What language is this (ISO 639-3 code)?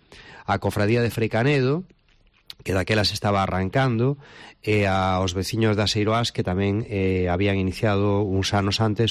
glg